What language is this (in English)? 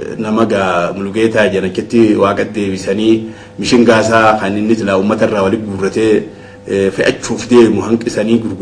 Oromo